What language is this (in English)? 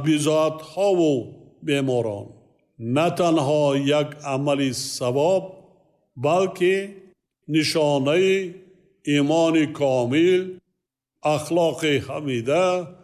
Tajik